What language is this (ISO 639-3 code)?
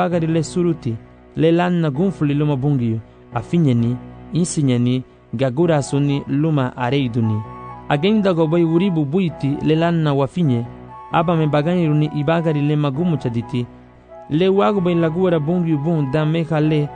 cab